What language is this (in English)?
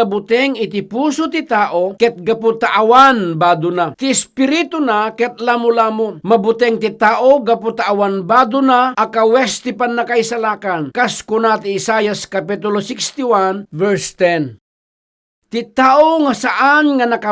Iloko